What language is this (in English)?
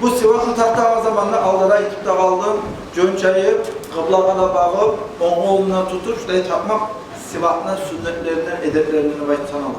Kumyk